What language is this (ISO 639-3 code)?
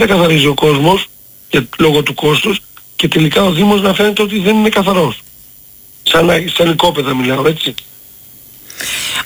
ell